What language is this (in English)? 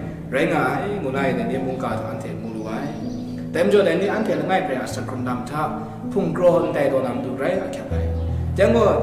Kachin